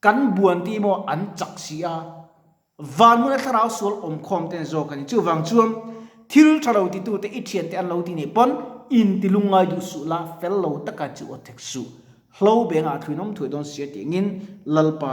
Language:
Mizo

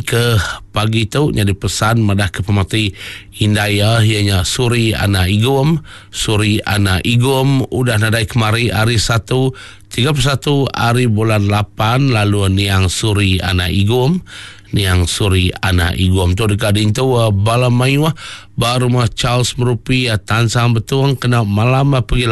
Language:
Iban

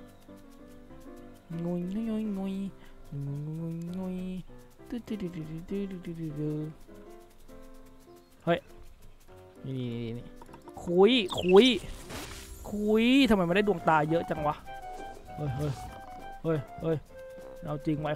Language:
Thai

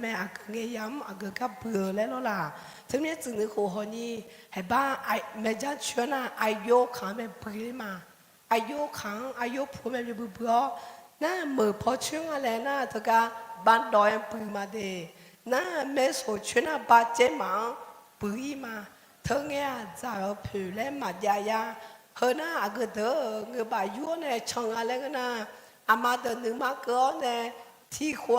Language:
Akha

